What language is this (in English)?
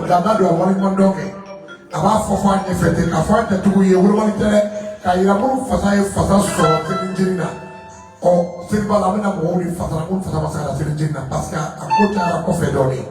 Bambara